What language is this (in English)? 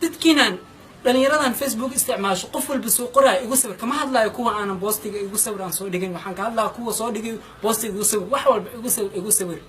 Somali